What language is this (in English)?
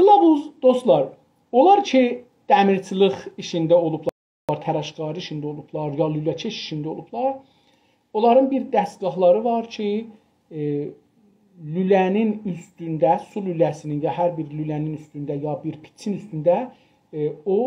South Azerbaijani